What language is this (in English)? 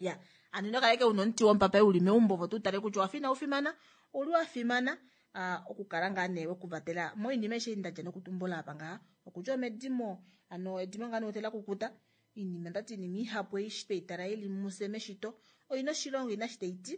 Kuanyama